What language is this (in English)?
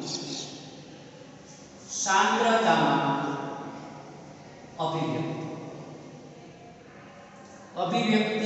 Gujarati